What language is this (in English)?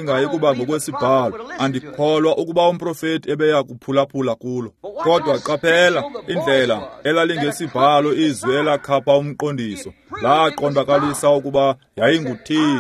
Xhosa